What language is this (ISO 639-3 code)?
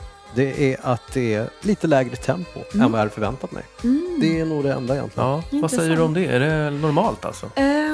swe